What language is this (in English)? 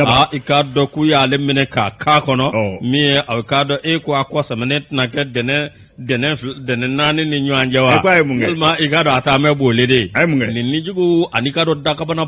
Bambara